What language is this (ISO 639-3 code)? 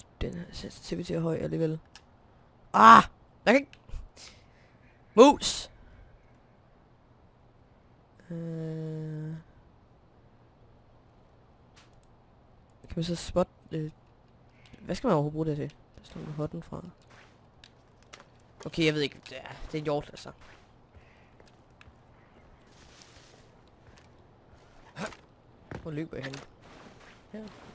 dan